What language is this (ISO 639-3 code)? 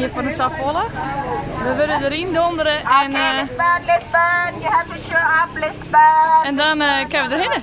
fry